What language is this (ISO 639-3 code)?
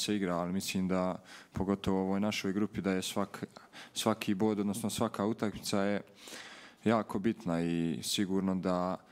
bos